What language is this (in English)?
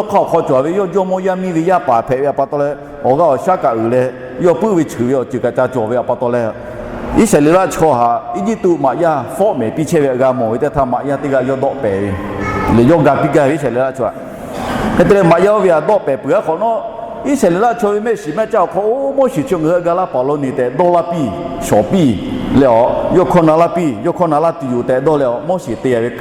Lahu